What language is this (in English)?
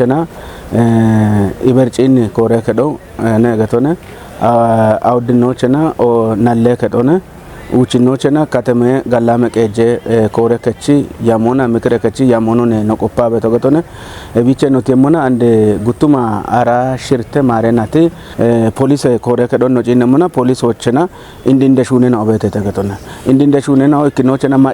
Kafa